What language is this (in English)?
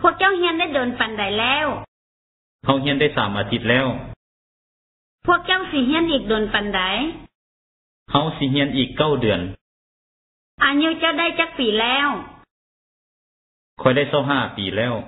Lao